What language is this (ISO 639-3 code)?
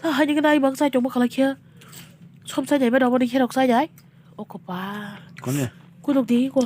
trp